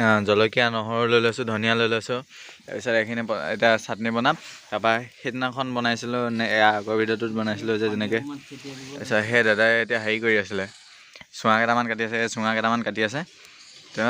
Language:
Assamese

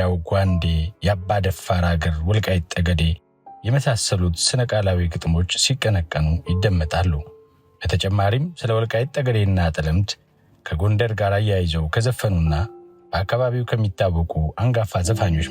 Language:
Amharic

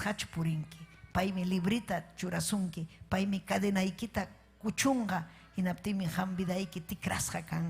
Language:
Ayacucho Quechua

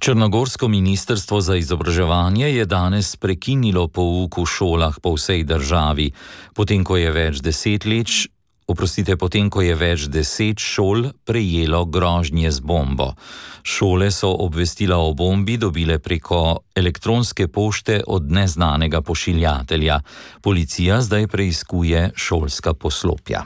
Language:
Slovenian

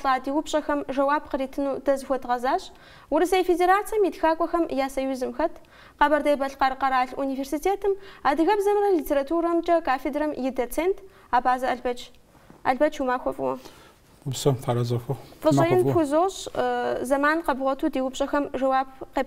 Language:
Kabardian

